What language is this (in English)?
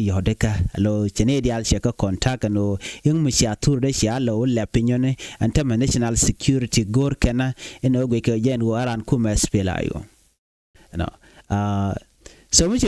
Nuer